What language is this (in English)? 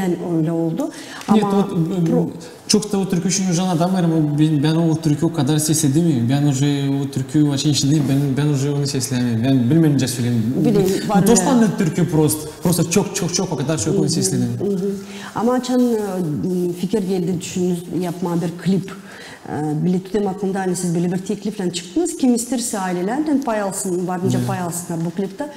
Gagauz